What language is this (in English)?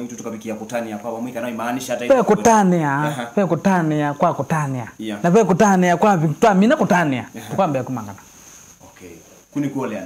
Kamba